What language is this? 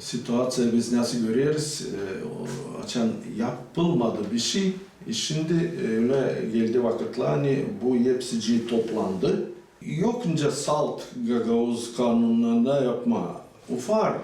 Gagauz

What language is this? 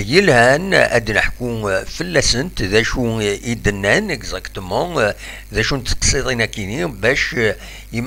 Kabyle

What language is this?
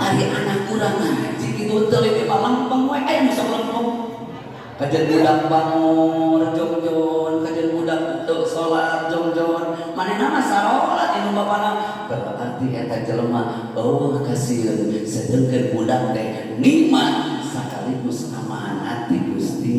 Sundanese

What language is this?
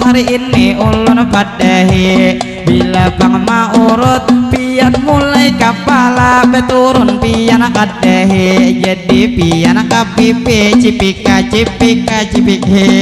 Banjar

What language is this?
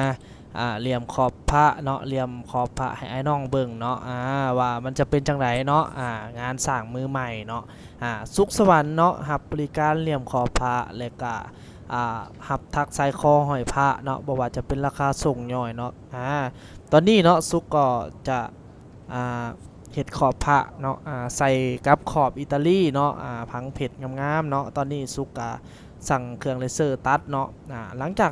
Lao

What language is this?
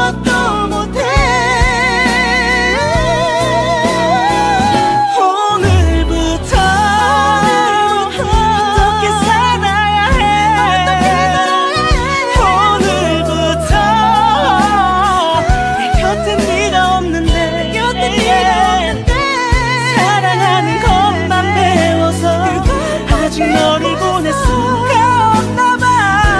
Korean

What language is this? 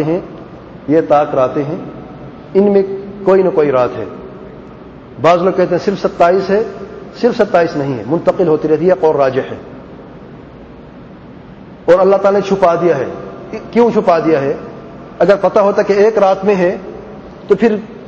Urdu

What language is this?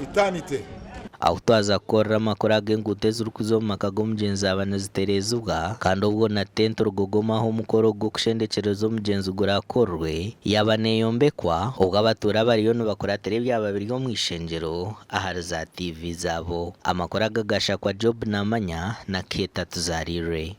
Nyankole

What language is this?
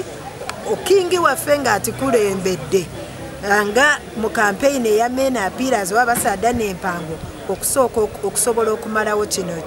Soga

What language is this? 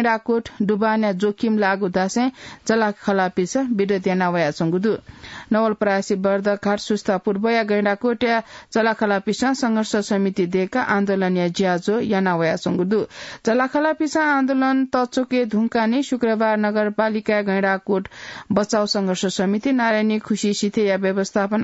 Newari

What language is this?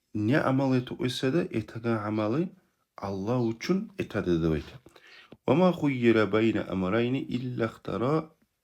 Kumyk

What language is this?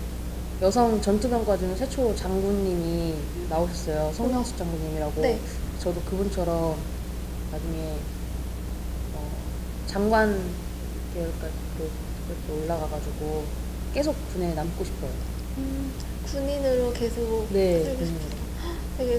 Korean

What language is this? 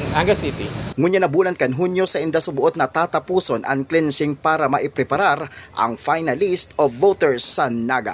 Bikol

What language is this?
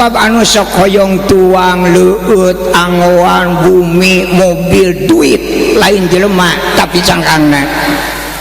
Sundanese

